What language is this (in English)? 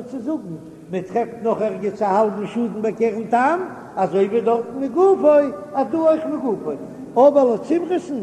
Yiddish